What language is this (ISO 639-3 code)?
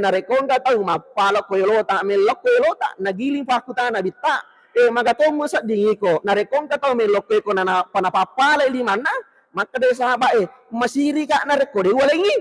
bug